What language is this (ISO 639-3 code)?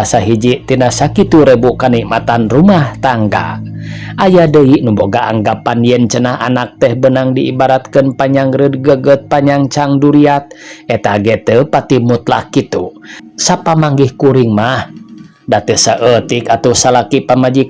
sun